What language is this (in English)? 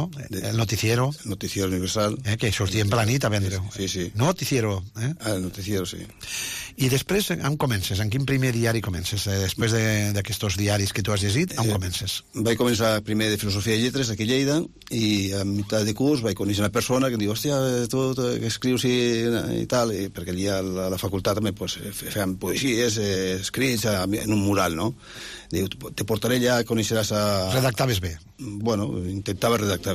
Catalan